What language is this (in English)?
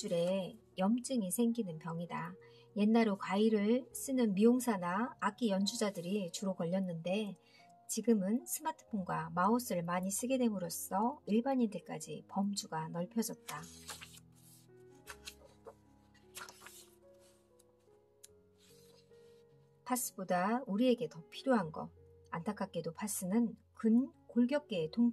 Korean